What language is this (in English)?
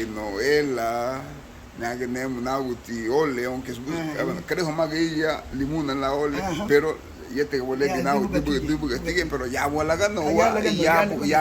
Garifuna